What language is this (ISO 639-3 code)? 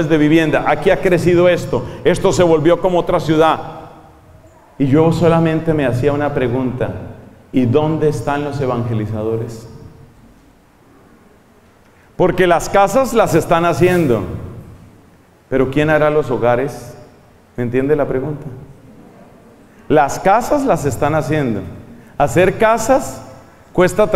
spa